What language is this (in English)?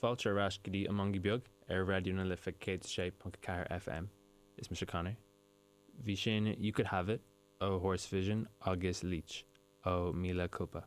Irish